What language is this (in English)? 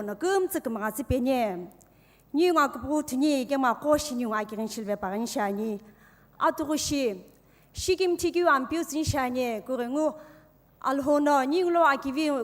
Sumi Naga